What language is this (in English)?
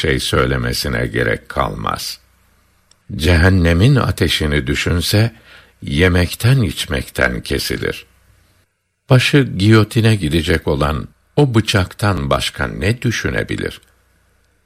Turkish